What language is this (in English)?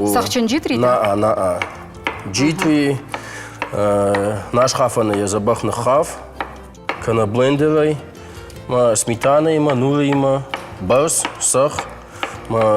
Ossetic